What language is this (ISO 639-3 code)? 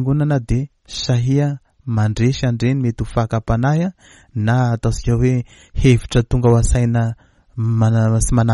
mlg